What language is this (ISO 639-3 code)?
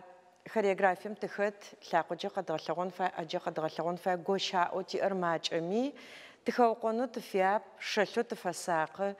ady